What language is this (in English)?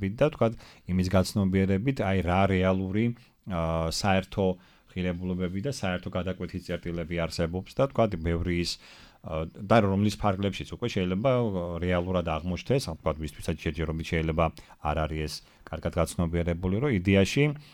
Georgian